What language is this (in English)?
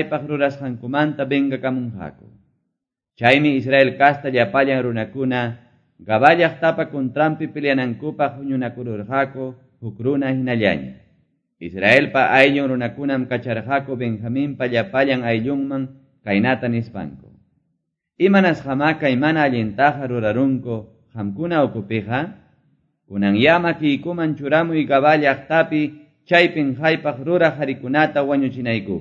Quechua